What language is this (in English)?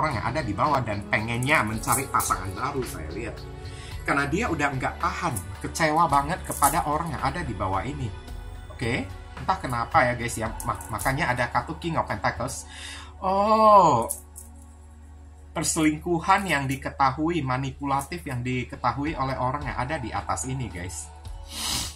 Indonesian